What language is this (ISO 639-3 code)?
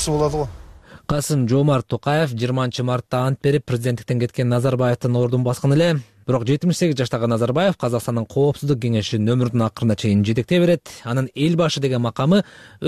kir